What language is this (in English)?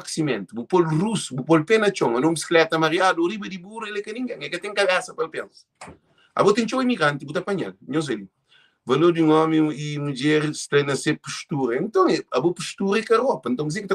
Kabuverdianu